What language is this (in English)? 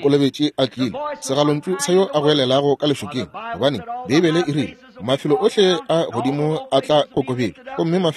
Northern Sotho